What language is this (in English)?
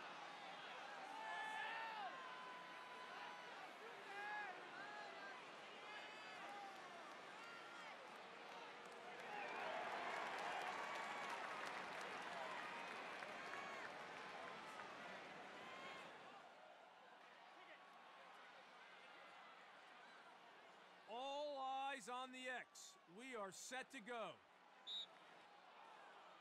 English